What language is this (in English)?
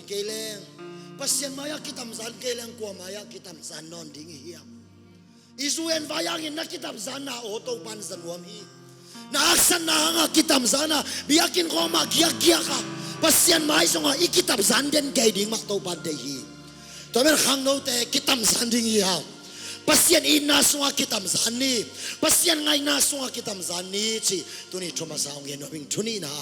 Tedim Chin